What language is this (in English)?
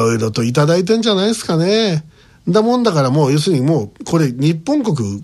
Japanese